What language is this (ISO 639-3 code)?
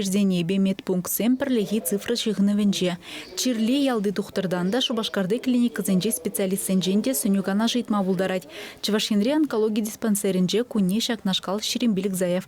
chv